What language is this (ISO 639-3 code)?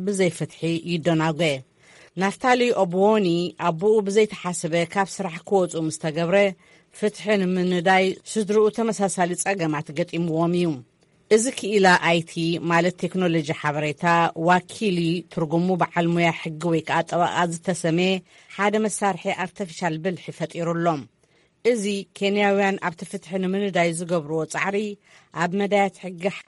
tir